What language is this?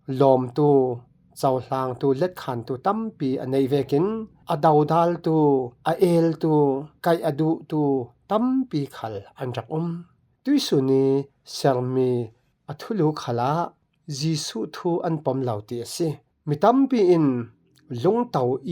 Falam Chin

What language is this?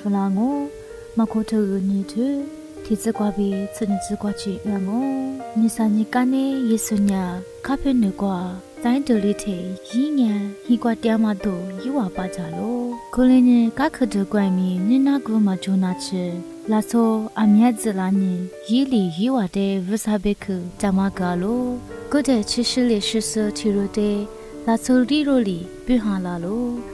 Lisu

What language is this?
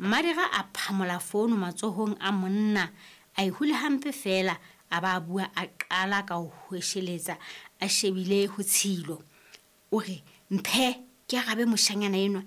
Southern Sotho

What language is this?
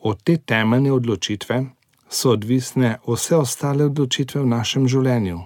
Slovenian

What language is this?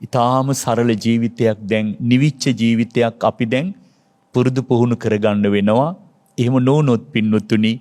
Sinhala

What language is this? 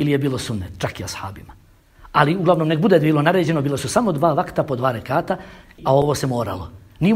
Bosnian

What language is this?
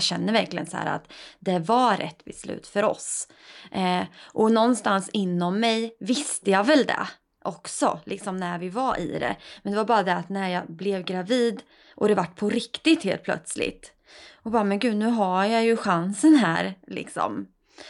Swedish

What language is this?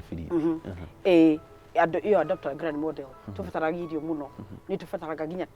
Kikuyu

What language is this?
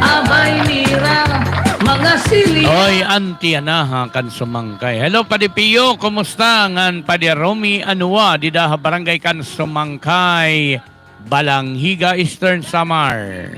Waray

